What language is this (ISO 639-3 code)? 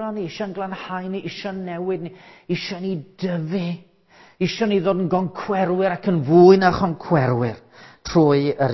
cym